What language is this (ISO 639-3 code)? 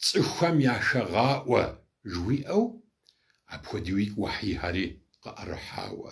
kbd